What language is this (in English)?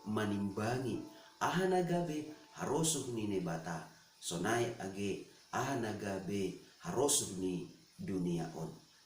Batak Simalungun